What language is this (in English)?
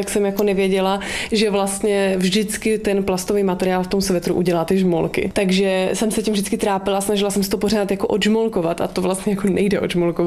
Czech